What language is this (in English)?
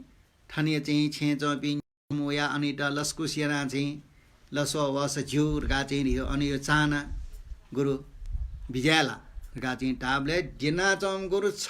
Newari